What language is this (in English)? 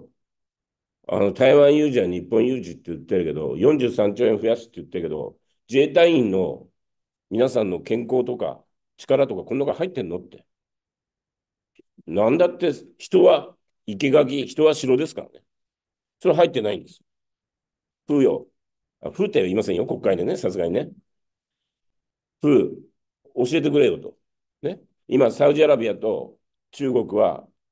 Japanese